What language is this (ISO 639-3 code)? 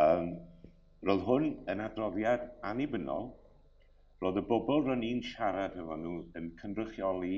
cym